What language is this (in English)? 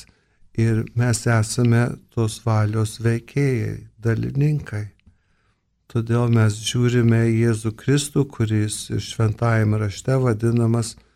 Lithuanian